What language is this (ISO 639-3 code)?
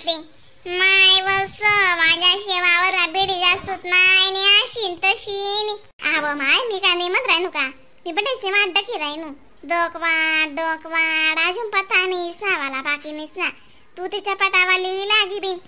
khn